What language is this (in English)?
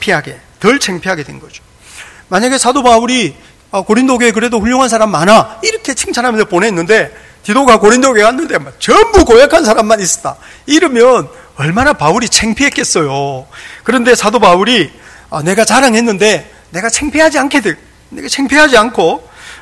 Korean